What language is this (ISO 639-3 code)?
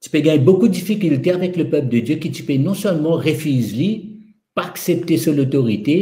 mfe